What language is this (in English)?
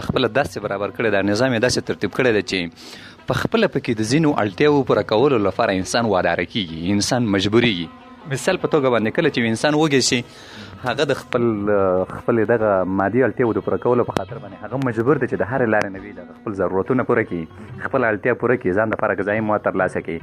Pashto